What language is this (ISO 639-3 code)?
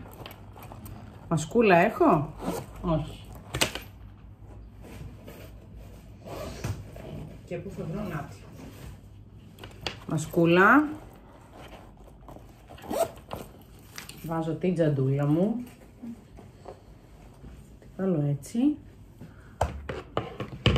ell